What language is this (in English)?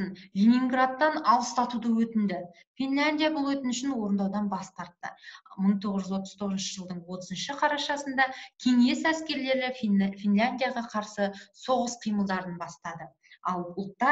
Kazakh